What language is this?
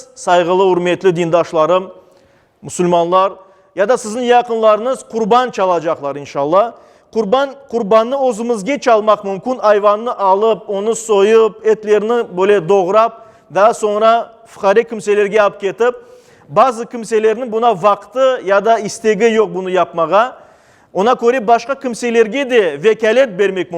Crimean Tatar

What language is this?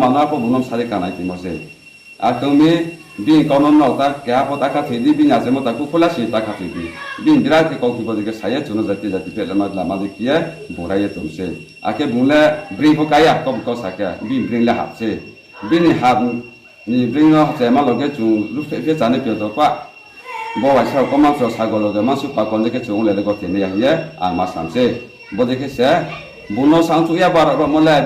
Riang (India)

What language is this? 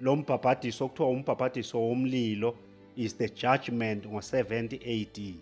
Zulu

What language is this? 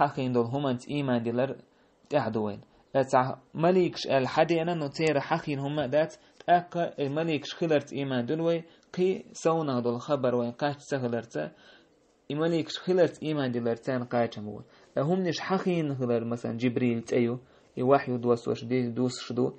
Chechen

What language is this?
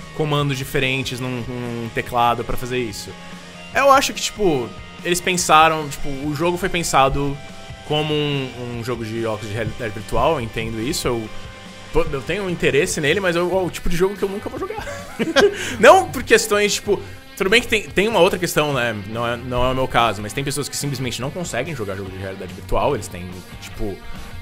Portuguese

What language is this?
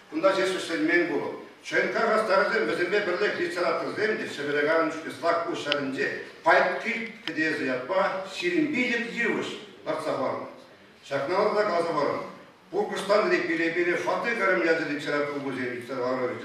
Chuvash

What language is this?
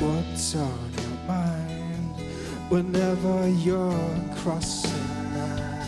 Kalaallisut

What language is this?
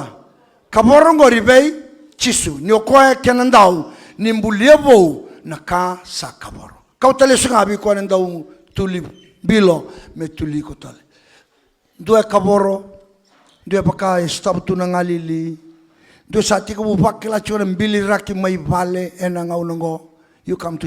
Fijian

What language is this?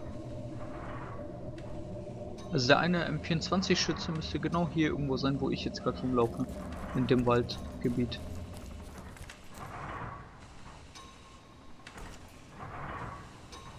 German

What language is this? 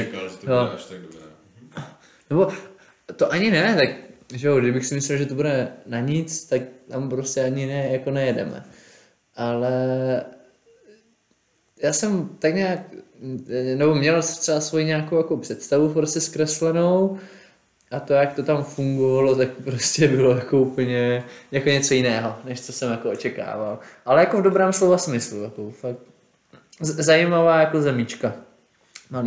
Czech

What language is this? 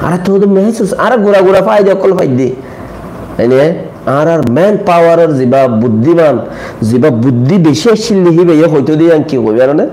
Rohingya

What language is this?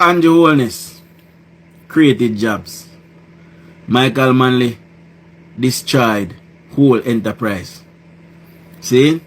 Jamaican Creole English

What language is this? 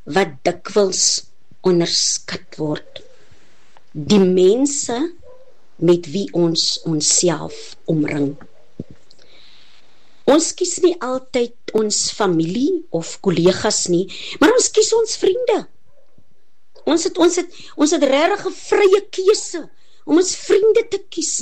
Afrikaans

